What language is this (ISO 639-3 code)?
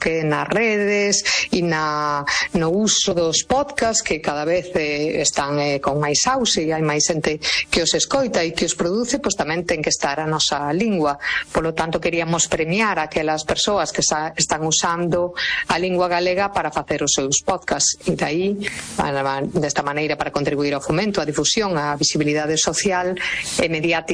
glg